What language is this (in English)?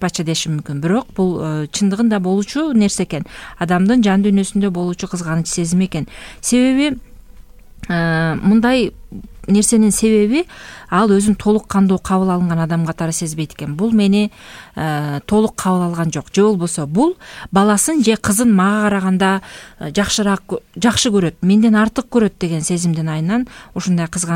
Kyrgyz